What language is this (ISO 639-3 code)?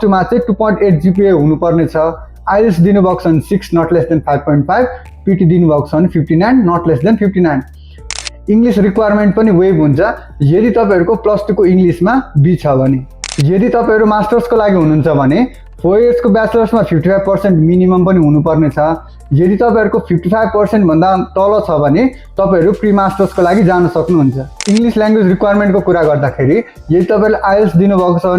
nep